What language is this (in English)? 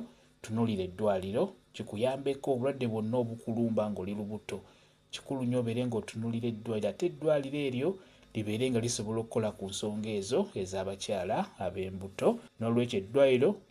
Ganda